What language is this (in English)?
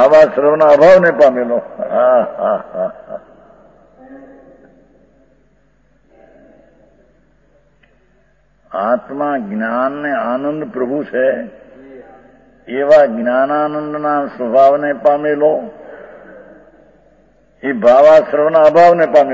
Gujarati